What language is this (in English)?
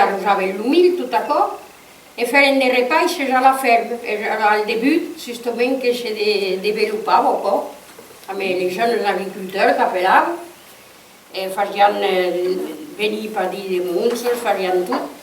Occitan